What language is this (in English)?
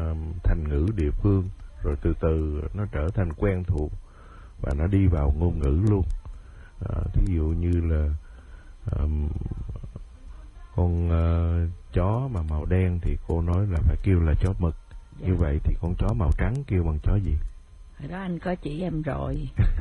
Vietnamese